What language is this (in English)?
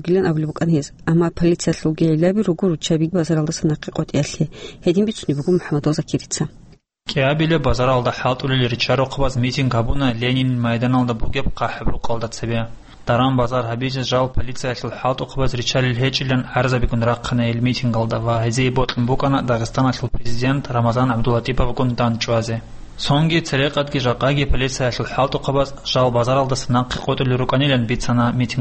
Avaric